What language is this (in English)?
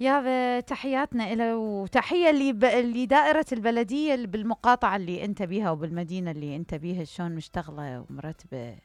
Mesopotamian Arabic